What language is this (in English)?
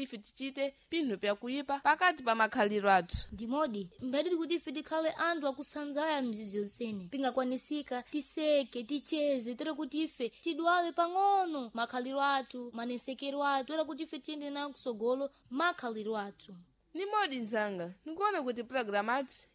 Sena